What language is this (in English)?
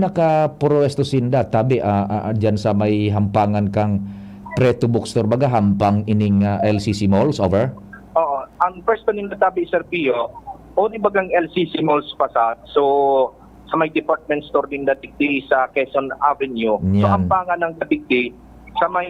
Bikol